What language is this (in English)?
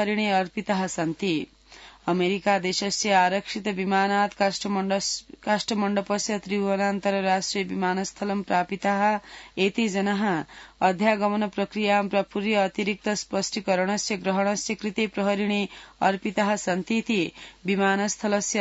Sanskrit